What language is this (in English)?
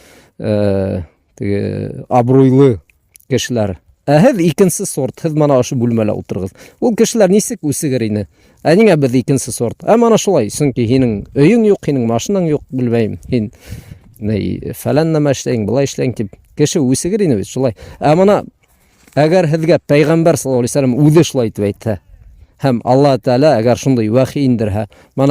Bashkir